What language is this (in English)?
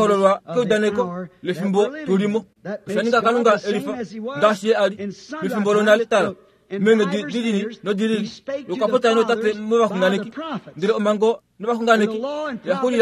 Kuanyama